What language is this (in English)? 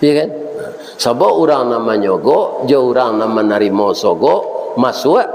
Minangkabau